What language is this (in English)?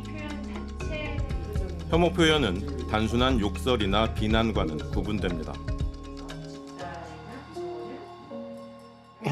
Korean